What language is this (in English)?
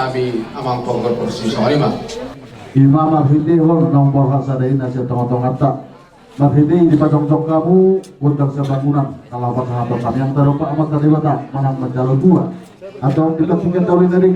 Batak Toba